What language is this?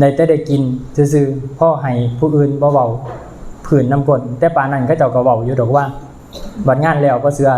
Lao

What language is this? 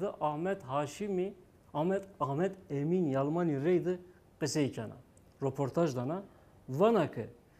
Zaza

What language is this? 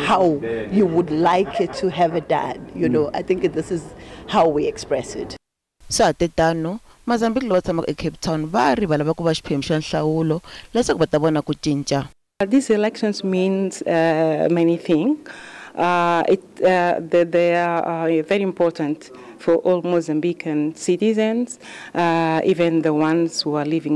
Tsonga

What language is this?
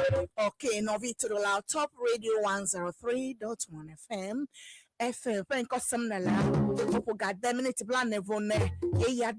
Ewe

